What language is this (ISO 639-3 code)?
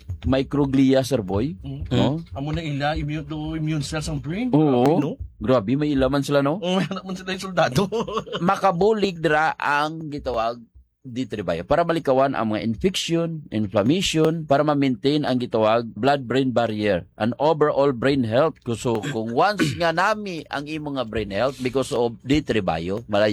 hil